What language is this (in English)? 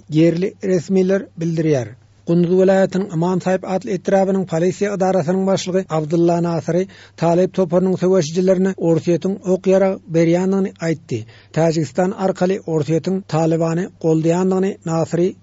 Turkmen